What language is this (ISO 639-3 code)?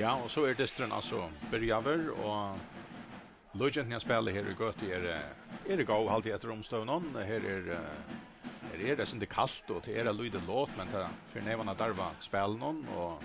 fao